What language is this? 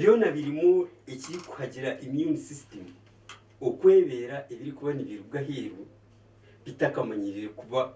Nyankole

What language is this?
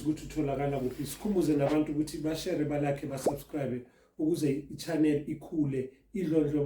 Zulu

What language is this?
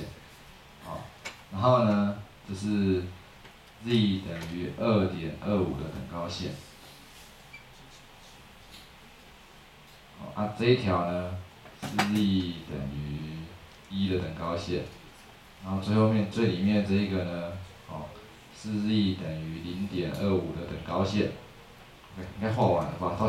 Chinese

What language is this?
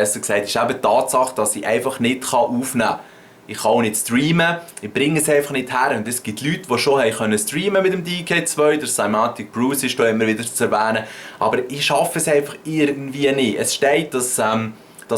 Swiss German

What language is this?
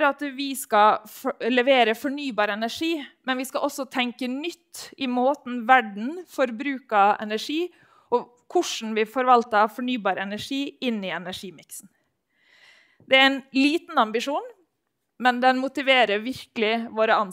Norwegian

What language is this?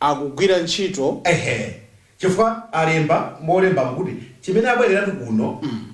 Nyanja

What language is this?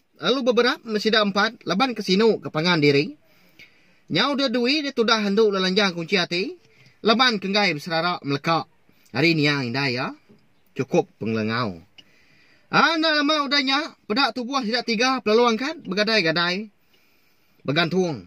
Iban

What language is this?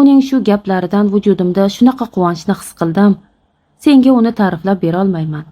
Uzbek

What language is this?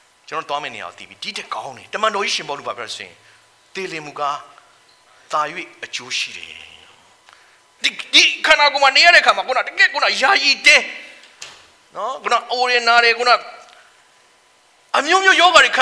Burmese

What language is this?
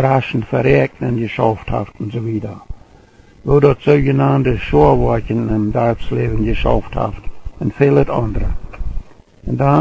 Plautdietsch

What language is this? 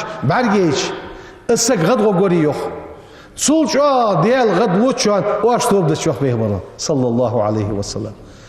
Ingush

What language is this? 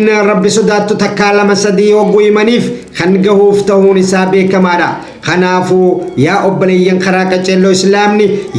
Oromo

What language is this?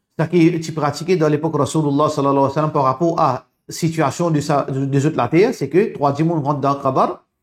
Morisyen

